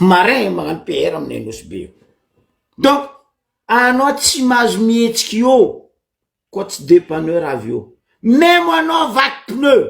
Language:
Malagasy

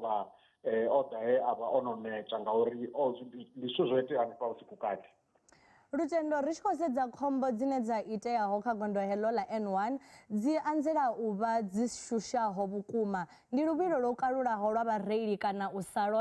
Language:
Venda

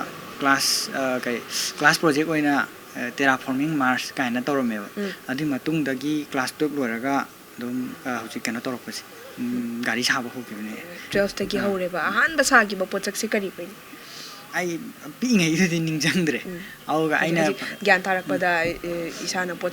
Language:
Manipuri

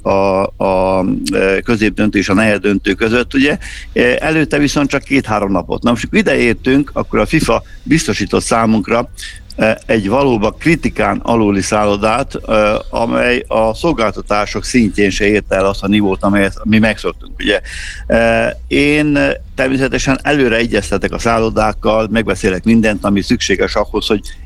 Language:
Hungarian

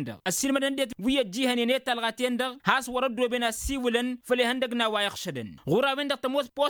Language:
Tamasheq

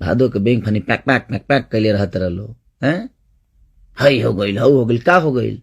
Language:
Bhojpuri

